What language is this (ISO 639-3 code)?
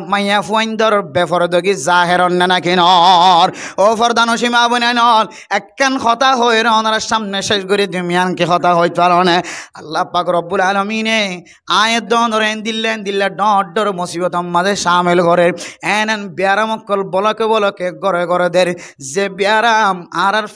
rhg